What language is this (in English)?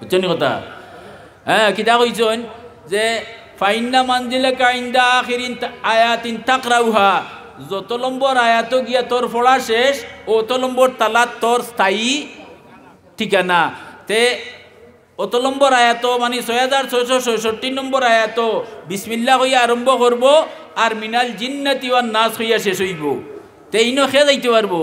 Sylheti